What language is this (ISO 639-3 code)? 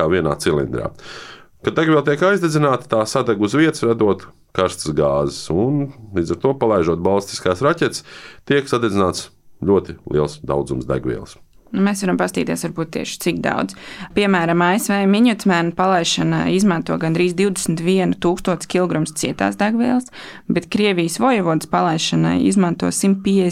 lav